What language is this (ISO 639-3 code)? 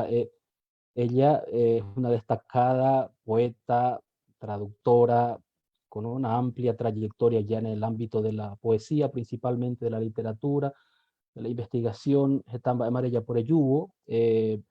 grn